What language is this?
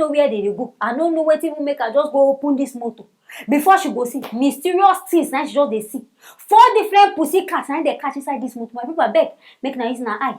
Nigerian Pidgin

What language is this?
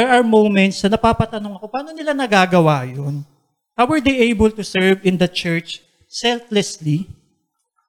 Filipino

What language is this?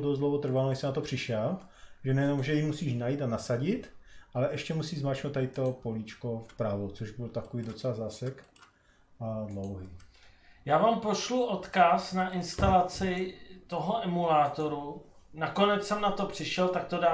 Czech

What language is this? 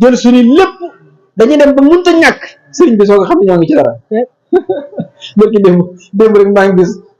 Wolof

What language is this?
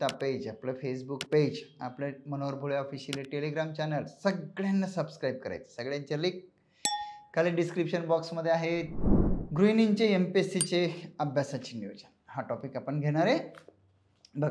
Marathi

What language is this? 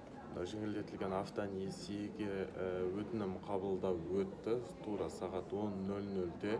Kazakh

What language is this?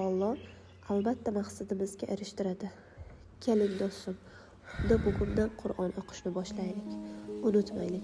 Uzbek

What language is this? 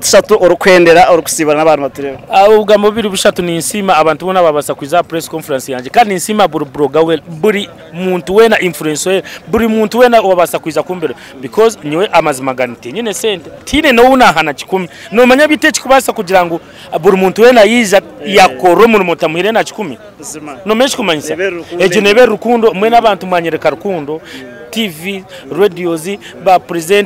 Nyankole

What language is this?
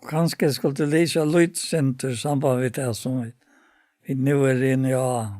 Faroese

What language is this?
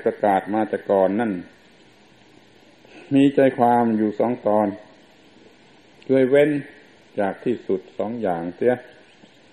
Thai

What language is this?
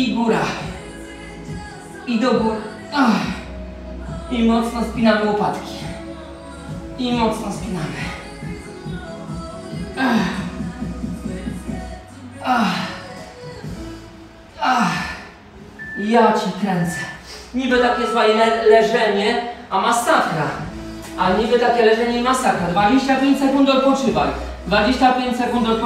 Polish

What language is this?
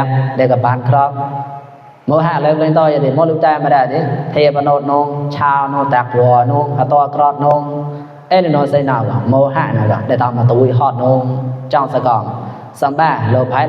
Mon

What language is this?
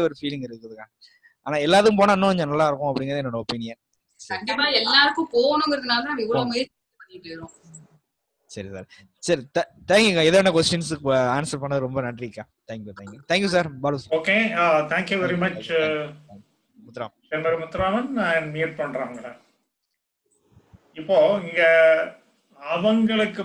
Tamil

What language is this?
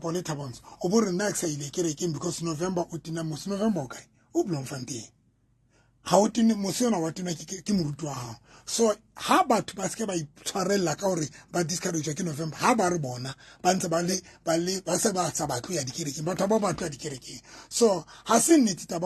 Southern Sotho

